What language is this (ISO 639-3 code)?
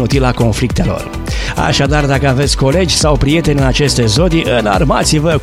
ron